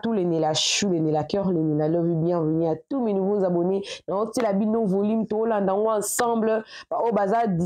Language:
Lingala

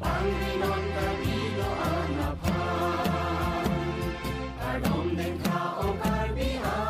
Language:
Karbi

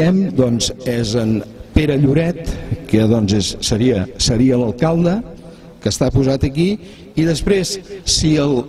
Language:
Catalan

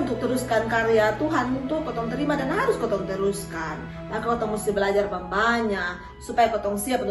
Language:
Kupang Malay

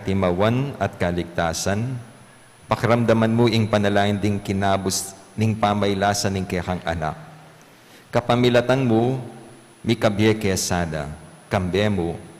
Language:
Pampanga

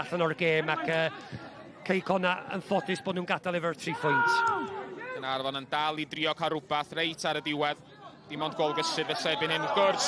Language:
Welsh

